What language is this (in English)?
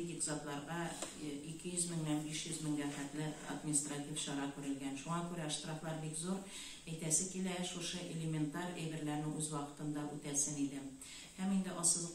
Tatar